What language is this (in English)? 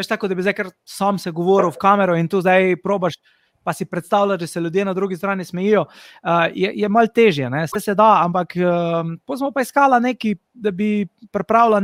Slovenian